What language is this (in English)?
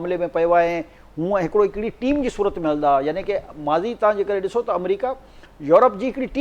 Sindhi